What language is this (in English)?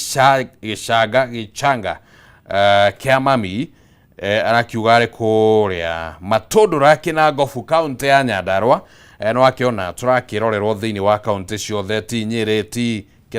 Kikuyu